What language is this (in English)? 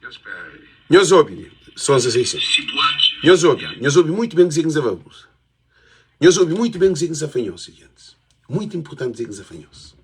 Kabuverdianu